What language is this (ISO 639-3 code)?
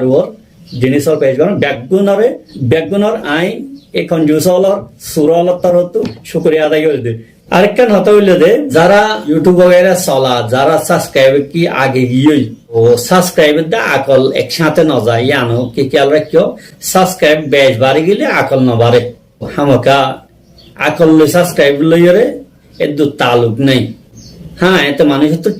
rhg